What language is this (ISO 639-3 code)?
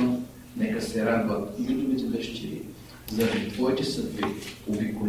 bul